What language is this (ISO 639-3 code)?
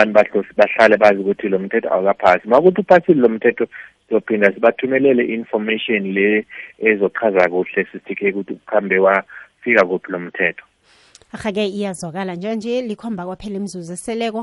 nbl